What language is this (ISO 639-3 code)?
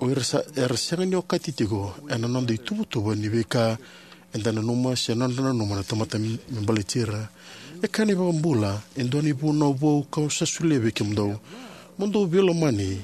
fij